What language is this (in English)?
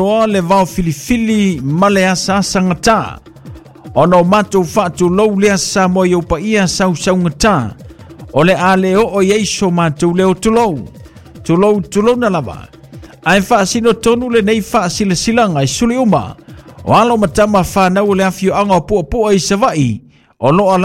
Samoan